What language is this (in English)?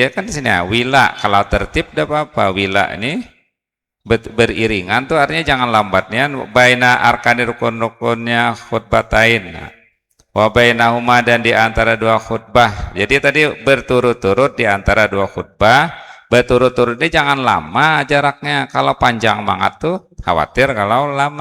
Banjar